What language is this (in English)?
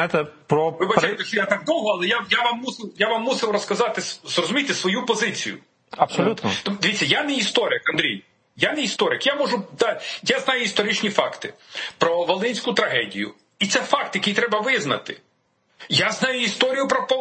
Ukrainian